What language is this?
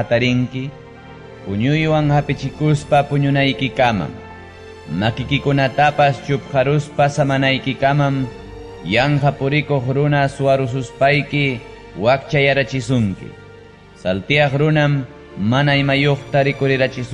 Ayacucho Quechua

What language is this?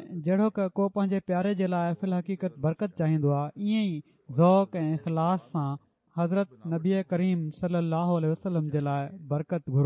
Sindhi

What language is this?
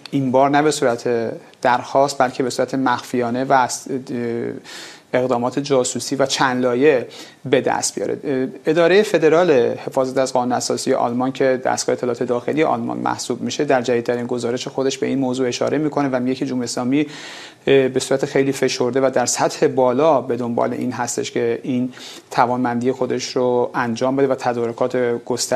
Persian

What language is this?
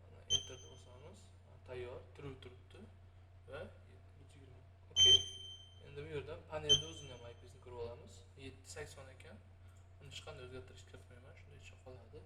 Uzbek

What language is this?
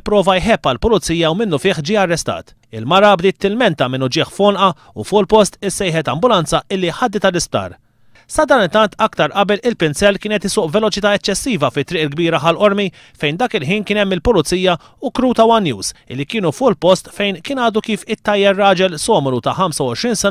Maltese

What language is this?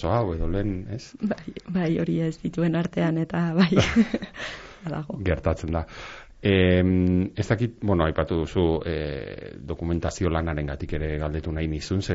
Basque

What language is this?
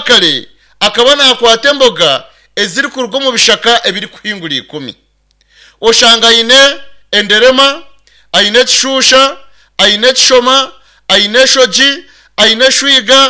Nyankole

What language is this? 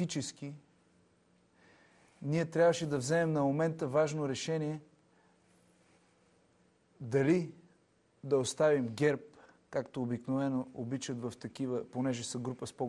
Bulgarian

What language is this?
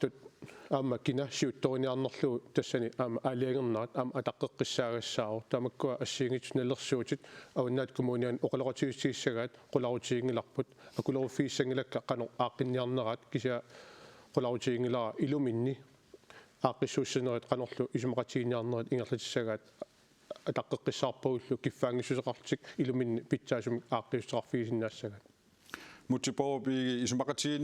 Kalaallisut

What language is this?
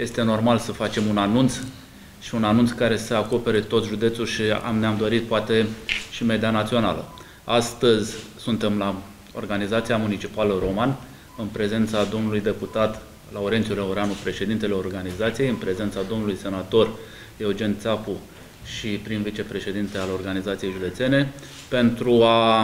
Romanian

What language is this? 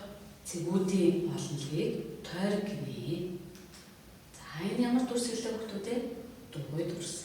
Mongolian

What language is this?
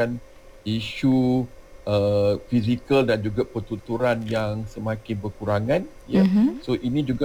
Malay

